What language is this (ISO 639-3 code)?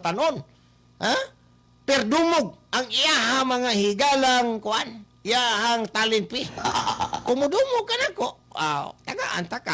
ceb